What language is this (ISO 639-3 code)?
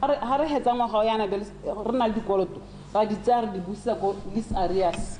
tsn